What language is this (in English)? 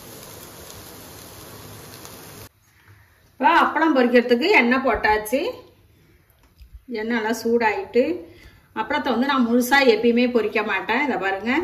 Tamil